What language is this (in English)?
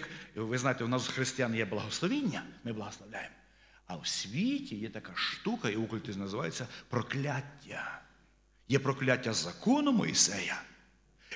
Ukrainian